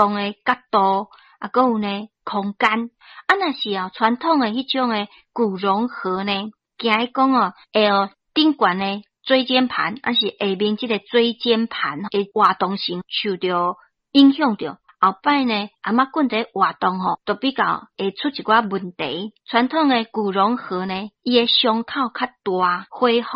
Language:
Min Nan Chinese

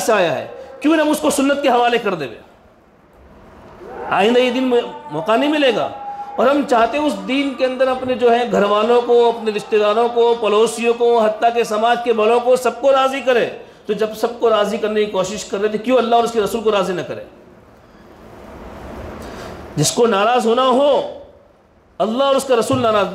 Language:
Urdu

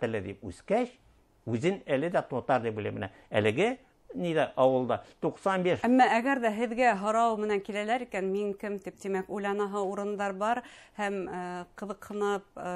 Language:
Bashkir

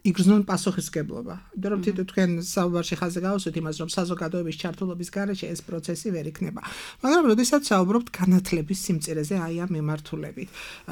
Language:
Georgian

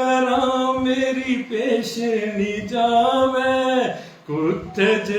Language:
Dogri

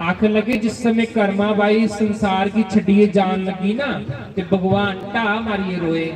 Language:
Dogri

